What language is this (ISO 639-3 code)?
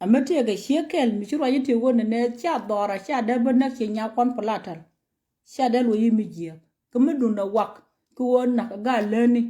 nus